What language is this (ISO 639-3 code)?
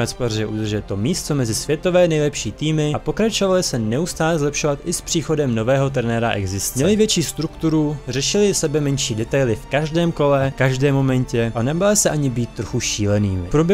ces